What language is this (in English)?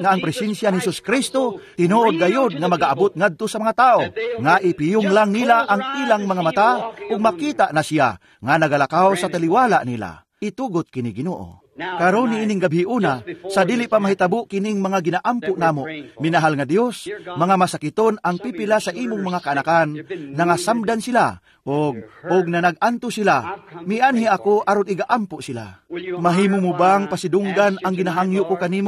Cebuano